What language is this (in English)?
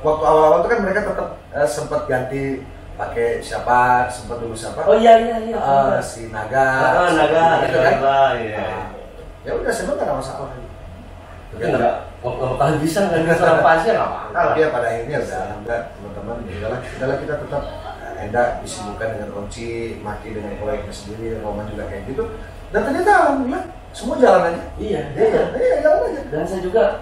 Indonesian